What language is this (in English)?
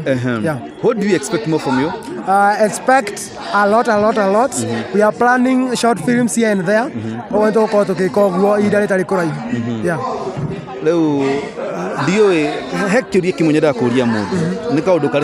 Kikuyu